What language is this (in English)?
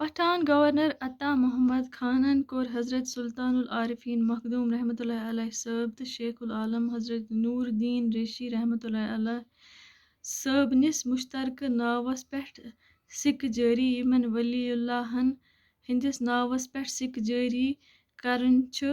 Kashmiri